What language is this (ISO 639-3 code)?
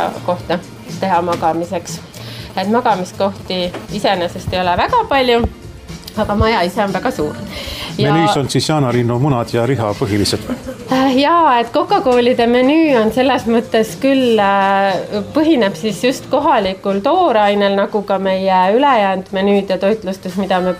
est